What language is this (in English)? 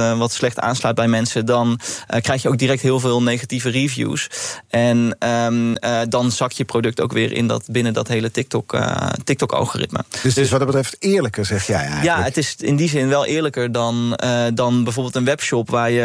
Dutch